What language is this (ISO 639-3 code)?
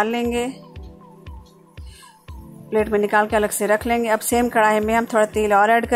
hin